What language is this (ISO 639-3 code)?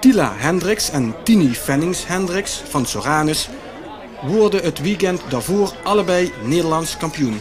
lim